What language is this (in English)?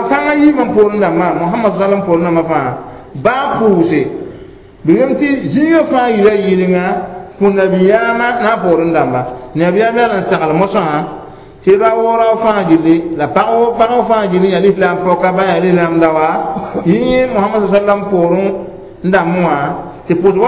Mossi